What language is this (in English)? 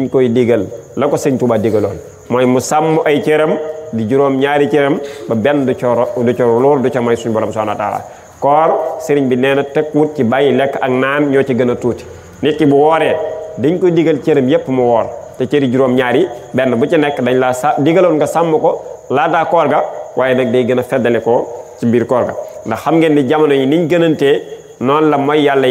Wolof